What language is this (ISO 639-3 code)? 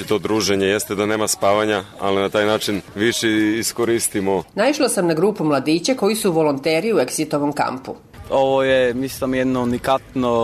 srp